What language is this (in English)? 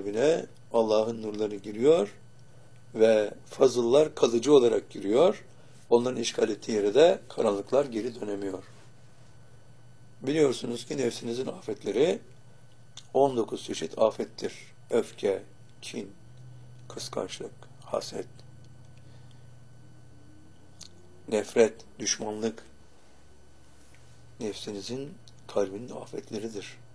Turkish